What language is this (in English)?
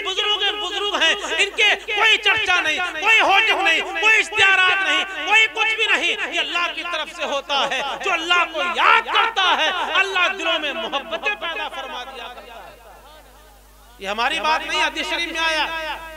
Urdu